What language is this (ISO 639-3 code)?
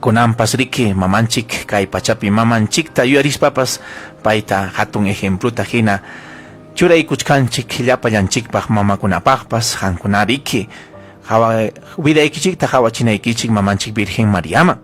quy